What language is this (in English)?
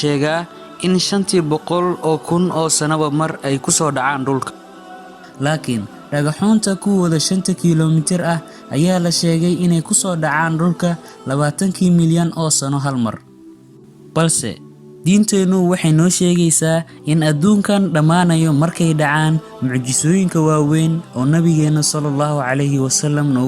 Somali